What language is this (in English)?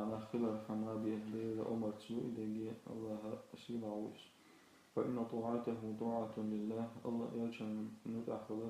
Chechen